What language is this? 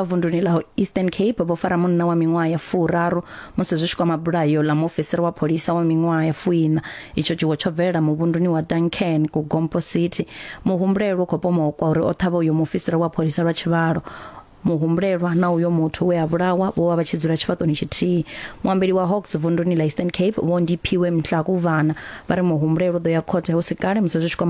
Venda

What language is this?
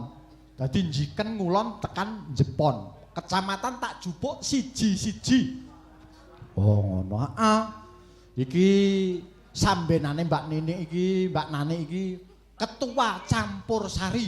Javanese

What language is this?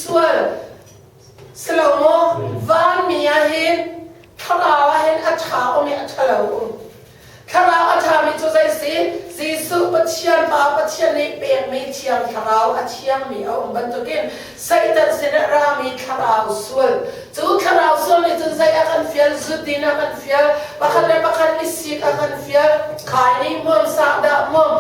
Hakha Chin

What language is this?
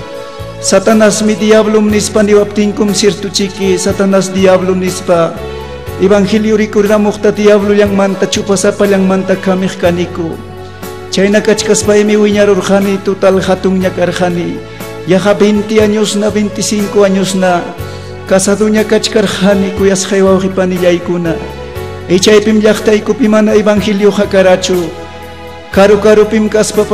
Ayacucho Quechua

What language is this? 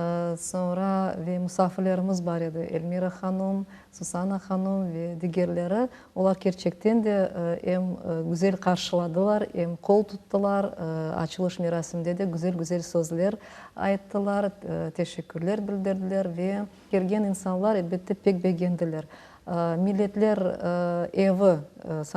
Crimean Tatar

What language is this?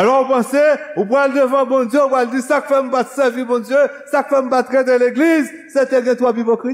Haitian Creole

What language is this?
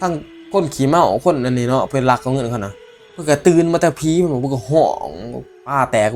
Northeastern Thai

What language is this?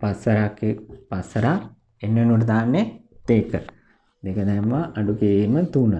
Sinhala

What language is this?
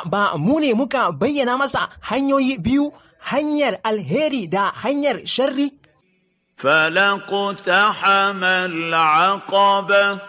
Hausa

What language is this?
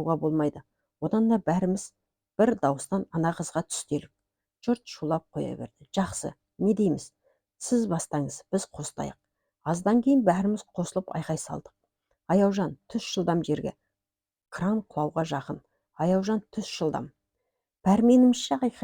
Kazakh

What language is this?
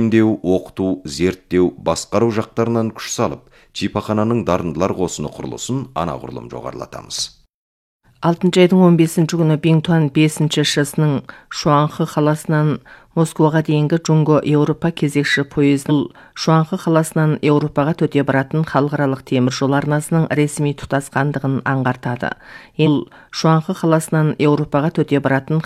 Kazakh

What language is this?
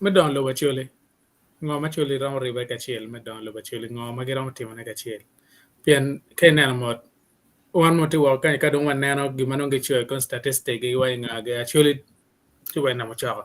Acoli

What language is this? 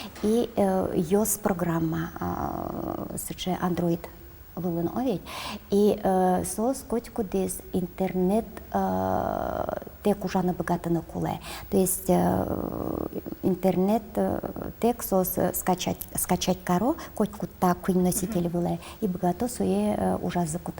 Udmurt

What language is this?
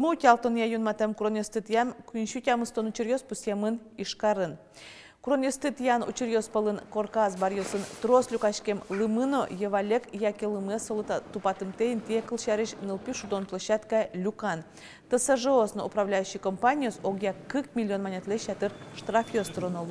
Udmurt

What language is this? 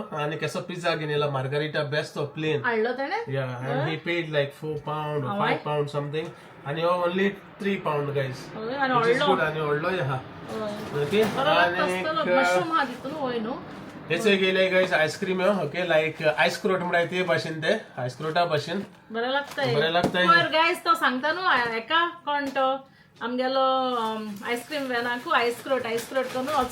Konkani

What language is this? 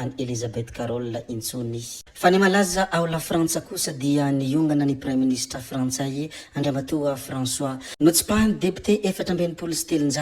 Malagasy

